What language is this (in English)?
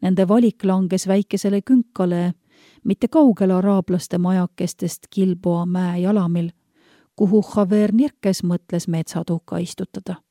Estonian